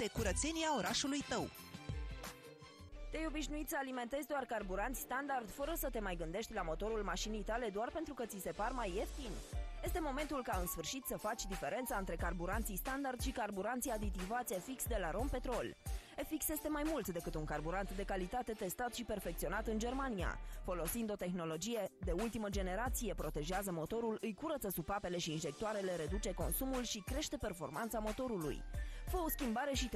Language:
Romanian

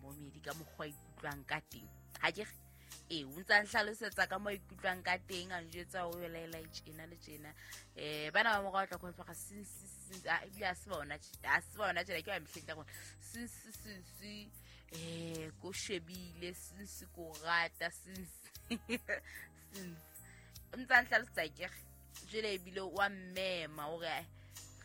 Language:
Southern Sotho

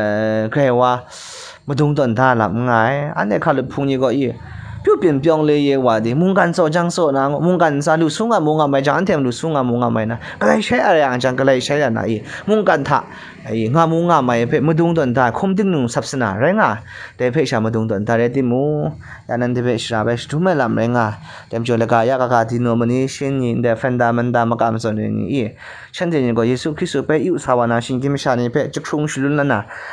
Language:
Kachin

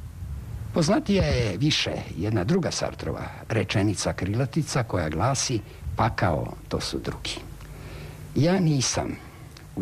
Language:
Croatian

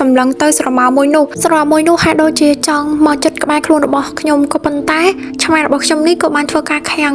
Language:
Khmer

